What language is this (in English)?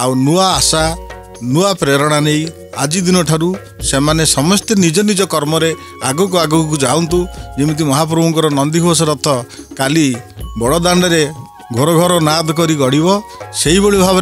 Odia